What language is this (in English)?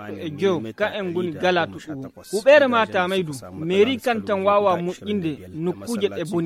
Nigerian Fulfulde